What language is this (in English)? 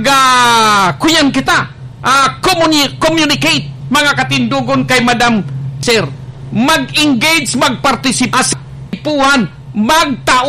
Bikol